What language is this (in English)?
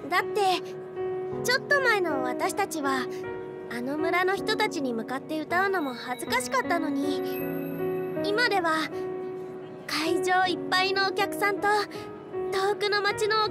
Japanese